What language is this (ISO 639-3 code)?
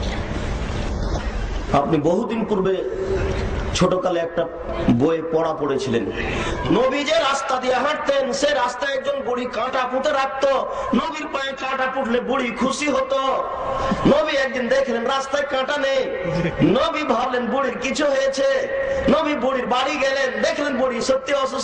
ben